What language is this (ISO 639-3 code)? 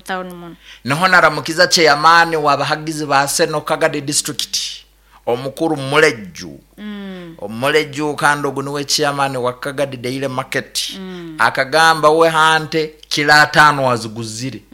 nyo